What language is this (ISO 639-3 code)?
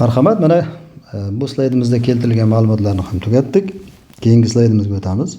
uzb